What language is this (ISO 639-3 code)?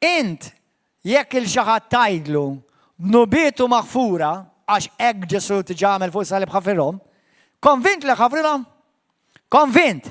mlt